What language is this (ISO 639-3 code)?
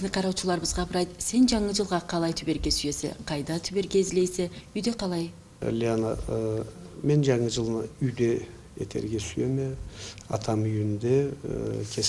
krc